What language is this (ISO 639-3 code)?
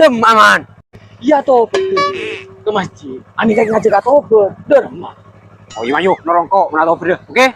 mad